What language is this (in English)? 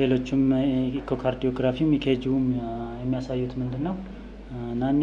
Amharic